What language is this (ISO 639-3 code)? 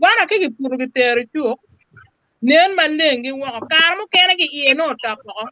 ach